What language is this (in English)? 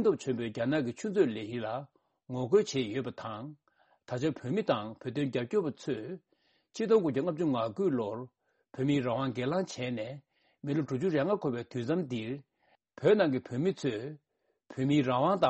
Tibetan